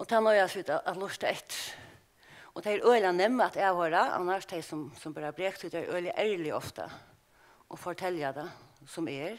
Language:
Faroese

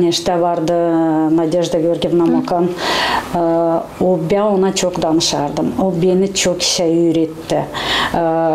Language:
Gagauz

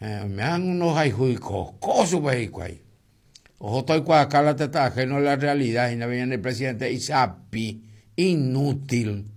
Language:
Guarani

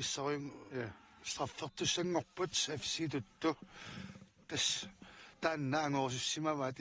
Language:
Kalaallisut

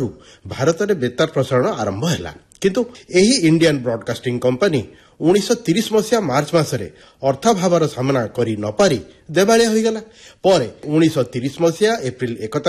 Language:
Odia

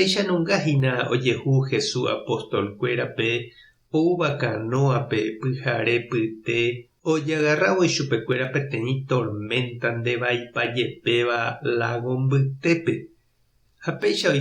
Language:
Guarani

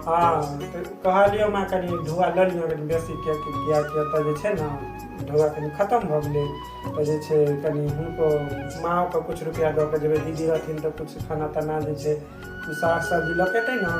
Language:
Maithili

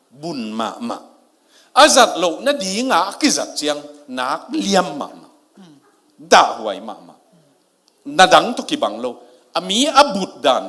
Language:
Tedim Chin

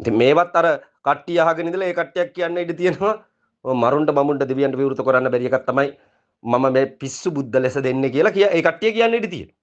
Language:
Sinhala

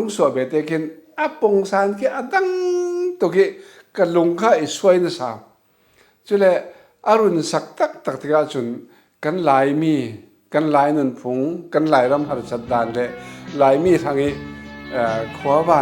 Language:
Falam Chin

